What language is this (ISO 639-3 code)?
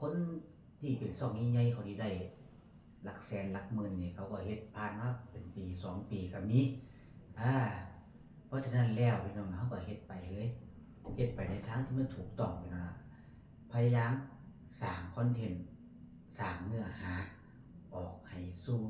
tts